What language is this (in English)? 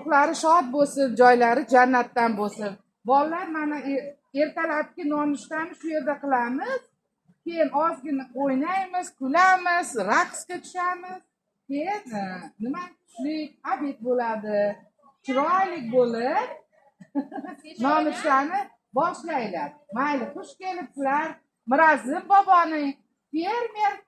Uzbek